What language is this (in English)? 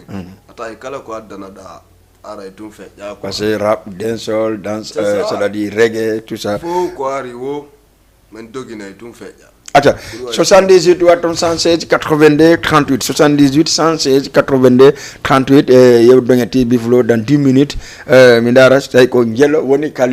Fula